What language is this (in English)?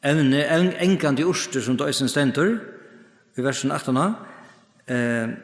Faroese